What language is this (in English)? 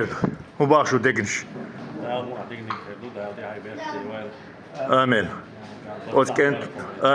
Chechen